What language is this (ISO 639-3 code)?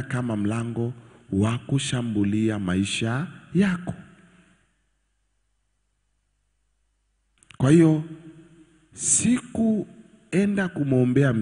swa